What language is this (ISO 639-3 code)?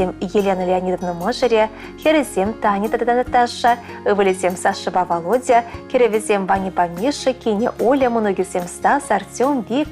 chv